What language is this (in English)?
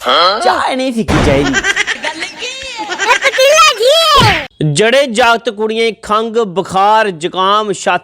Dogri